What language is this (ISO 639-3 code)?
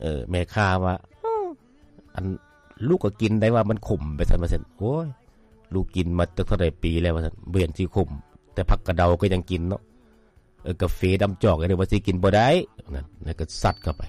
lao